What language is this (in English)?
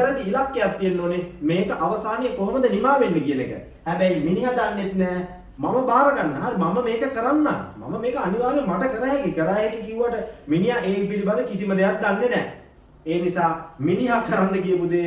Sinhala